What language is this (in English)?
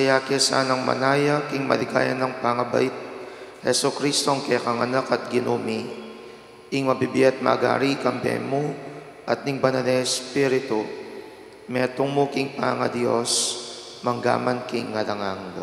Pampanga